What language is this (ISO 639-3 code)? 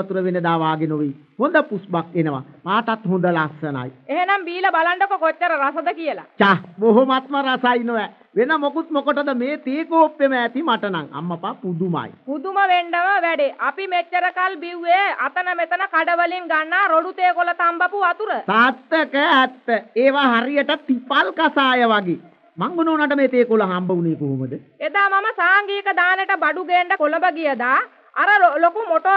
sin